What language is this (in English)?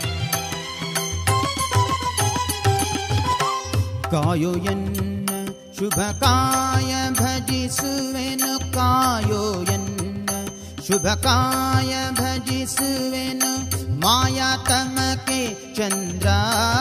Kannada